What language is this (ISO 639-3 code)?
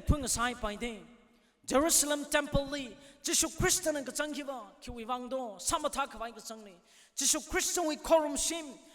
nmf